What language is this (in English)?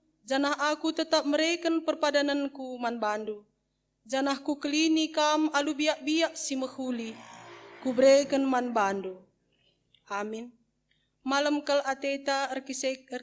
Batak Karo